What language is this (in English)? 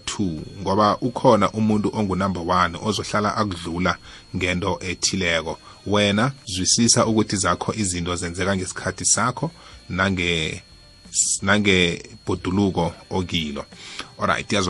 South Ndebele